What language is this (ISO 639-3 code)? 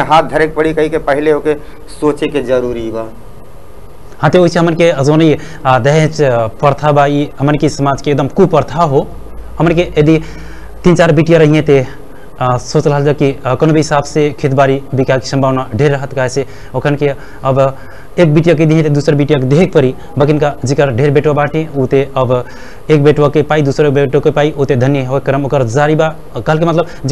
bho